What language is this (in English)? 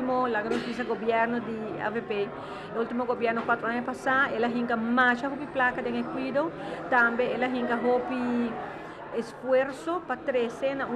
Papiamento